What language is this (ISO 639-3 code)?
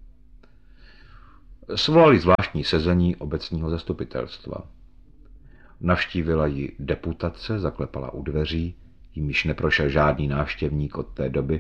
ces